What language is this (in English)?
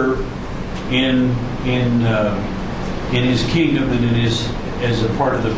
Lahu